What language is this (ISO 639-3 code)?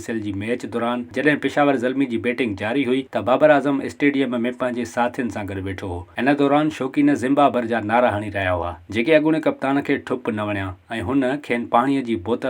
snd